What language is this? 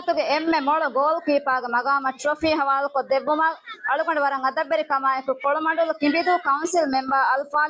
Divehi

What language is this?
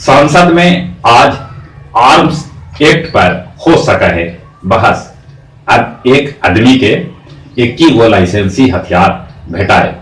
Magahi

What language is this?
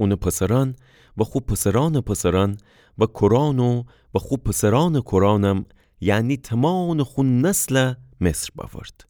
Gilaki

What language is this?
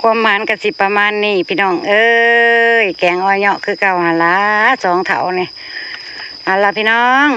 Northeastern Thai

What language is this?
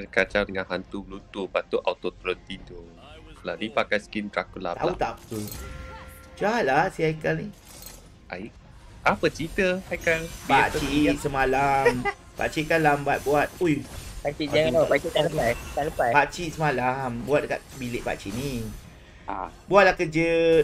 Malay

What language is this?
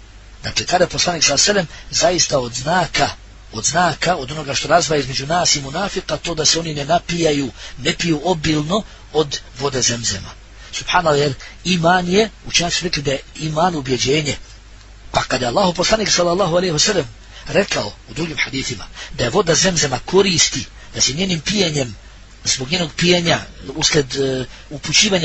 Bosnian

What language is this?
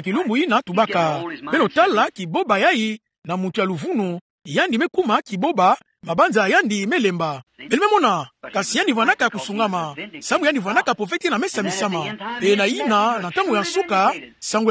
Kituba (Democratic Republic of Congo)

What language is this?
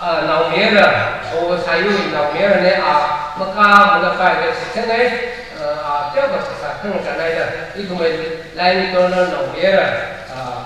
Tangkhul Naga (India)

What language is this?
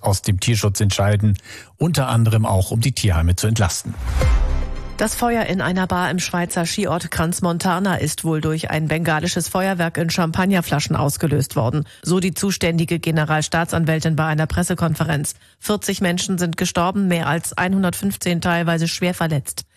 German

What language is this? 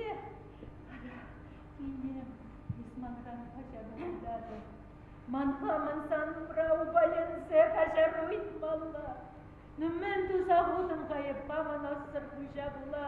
Chuvash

